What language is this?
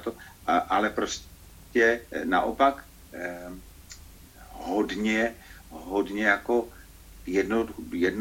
Czech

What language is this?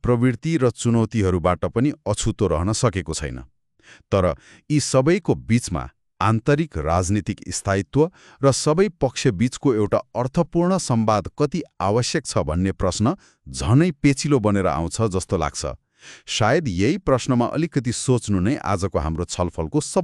Nepali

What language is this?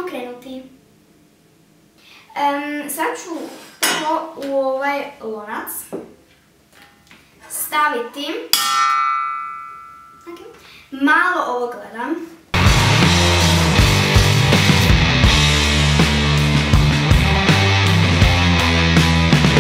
Croatian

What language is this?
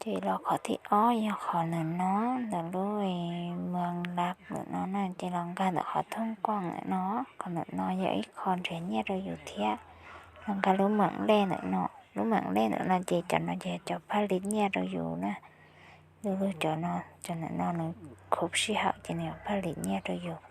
Hmong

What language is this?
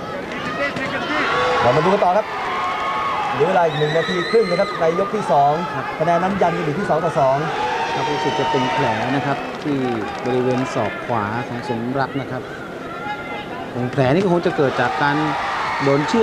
Thai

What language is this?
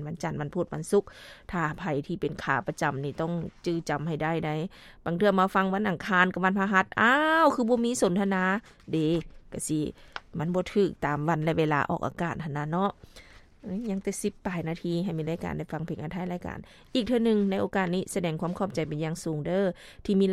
Lao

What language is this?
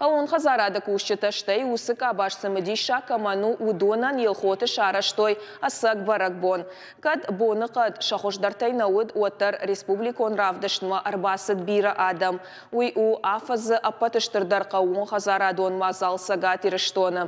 Ossetic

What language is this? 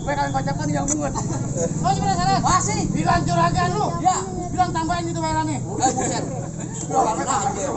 Betawi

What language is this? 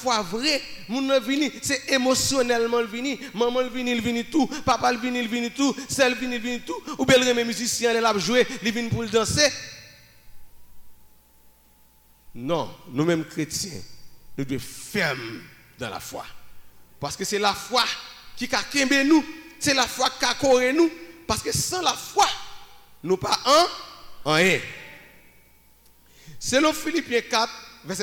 Haitian Creole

